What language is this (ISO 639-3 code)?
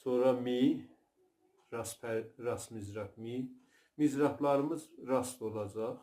azb